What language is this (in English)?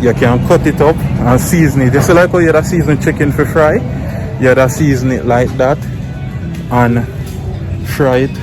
Jamaican Creole English